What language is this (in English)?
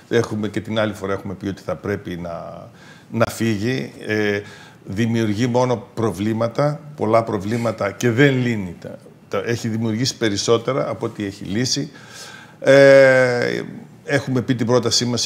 Greek